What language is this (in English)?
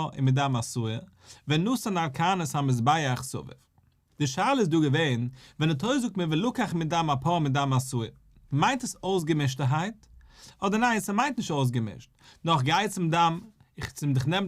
Yiddish